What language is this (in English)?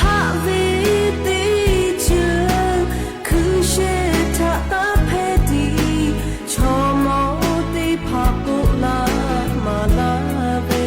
Lahu